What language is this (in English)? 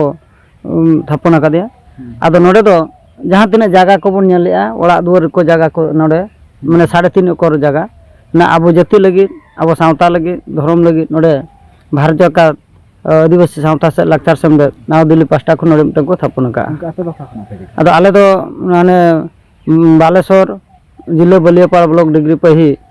Santali